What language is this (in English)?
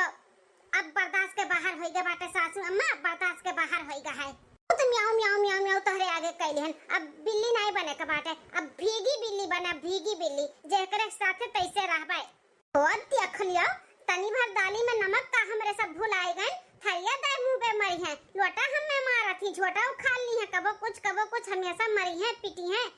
Awadhi